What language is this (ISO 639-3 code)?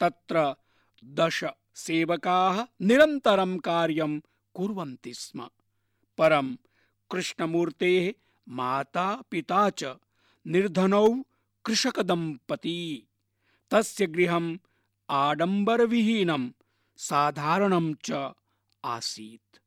san